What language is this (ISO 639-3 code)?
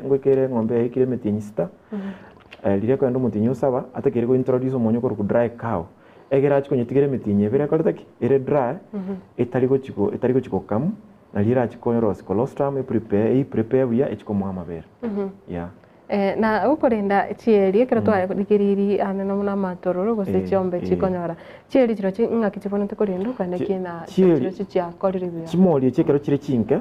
guz